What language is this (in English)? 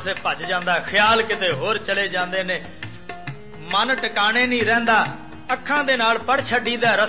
Punjabi